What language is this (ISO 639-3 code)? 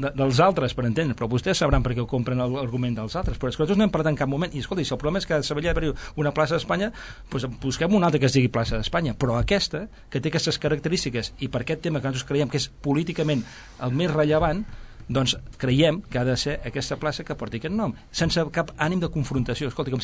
cat